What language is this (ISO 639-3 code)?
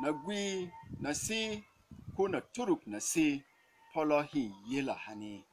bom